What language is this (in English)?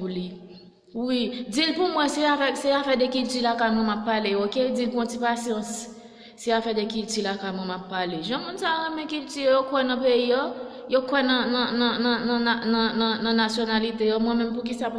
Haitian Creole